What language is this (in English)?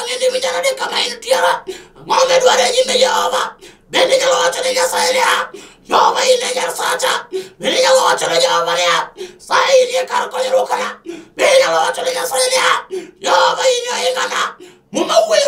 Luo (Kenya and Tanzania)